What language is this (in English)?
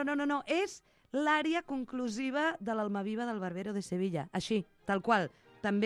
Catalan